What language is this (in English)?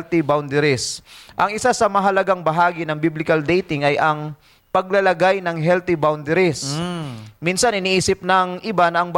Filipino